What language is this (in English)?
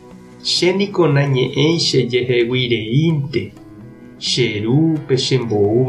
Guarani